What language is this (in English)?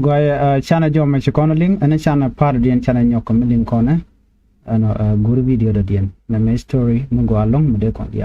Nuer